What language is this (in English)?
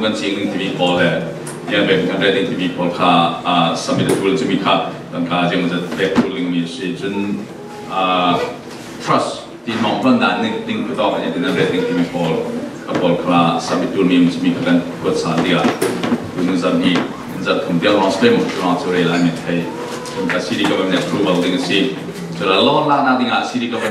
Falam Chin